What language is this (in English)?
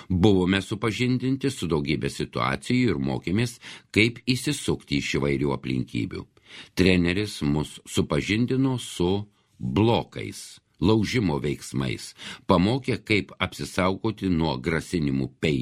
Lithuanian